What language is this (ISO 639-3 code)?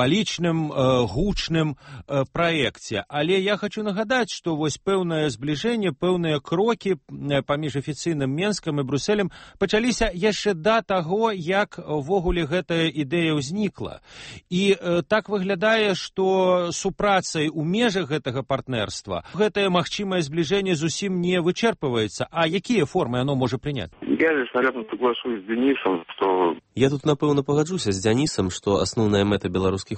bel